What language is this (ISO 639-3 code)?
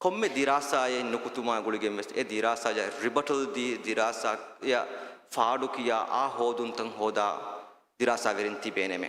div